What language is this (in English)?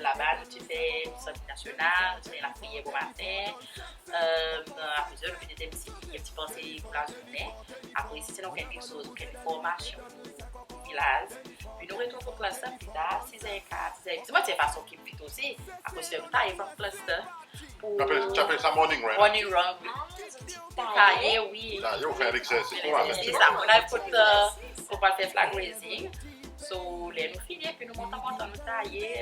Seselwa Creole French